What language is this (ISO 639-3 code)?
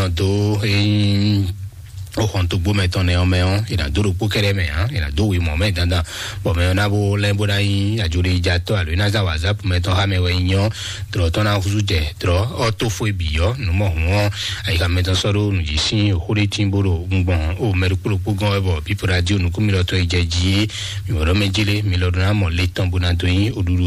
fon